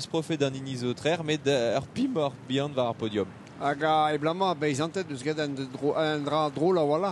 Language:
Breton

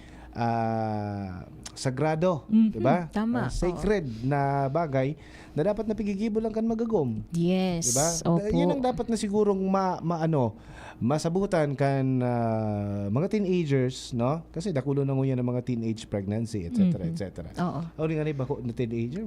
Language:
Bikol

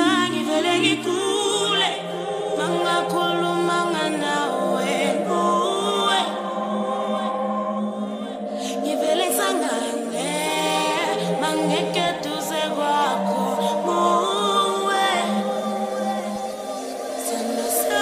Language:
Zulu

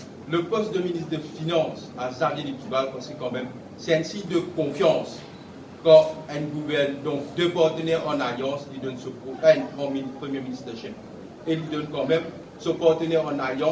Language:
Morisyen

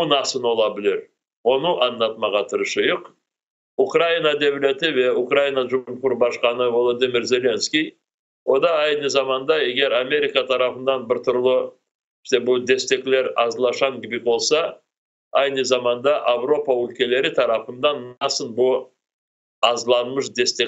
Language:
Crimean Tatar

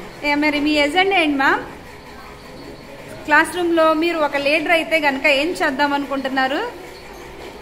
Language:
Telugu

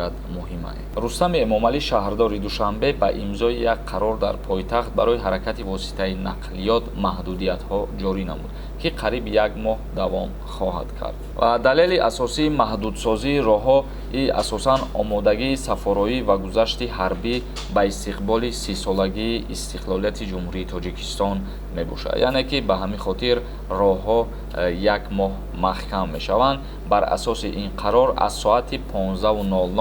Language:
Tajik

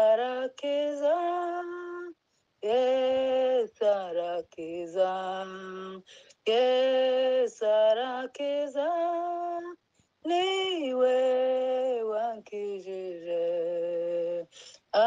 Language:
Kinyarwanda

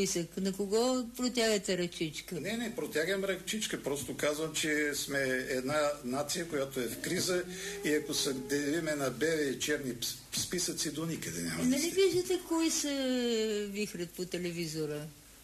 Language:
Bulgarian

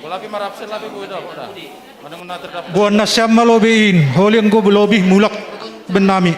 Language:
Batak Simalungun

